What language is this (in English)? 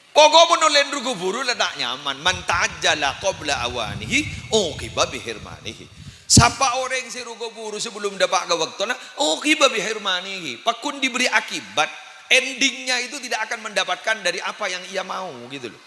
Madurese